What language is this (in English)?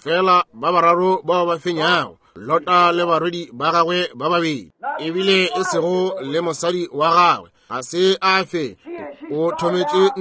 Northern Sotho